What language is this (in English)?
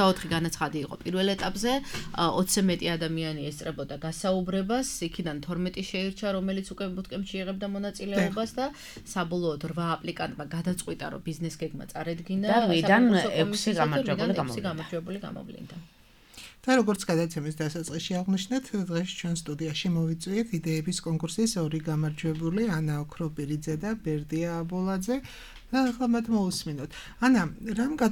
Georgian